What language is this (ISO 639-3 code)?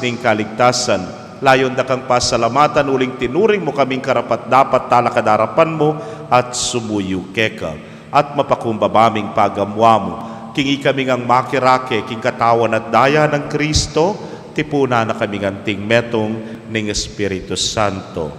pam